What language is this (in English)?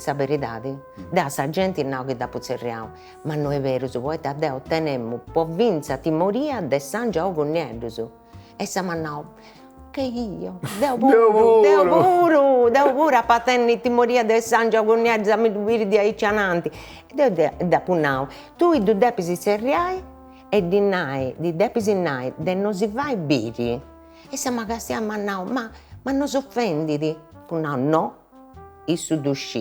Sardinian